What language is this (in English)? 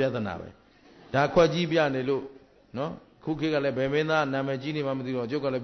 Burmese